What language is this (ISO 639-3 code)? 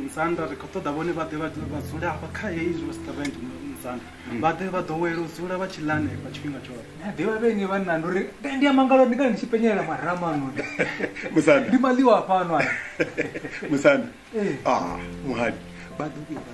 ven